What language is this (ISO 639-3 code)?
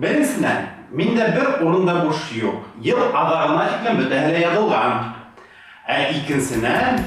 bak